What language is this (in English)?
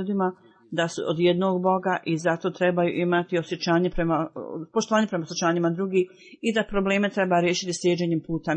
Bosnian